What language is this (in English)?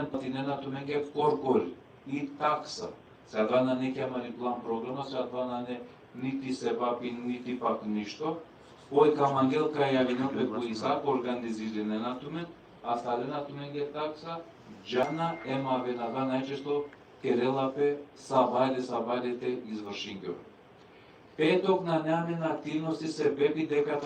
Balkan Romani